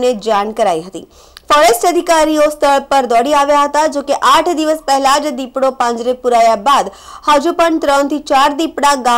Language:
Gujarati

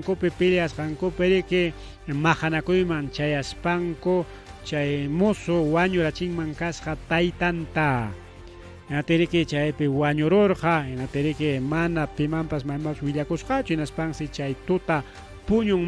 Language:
Ayacucho Quechua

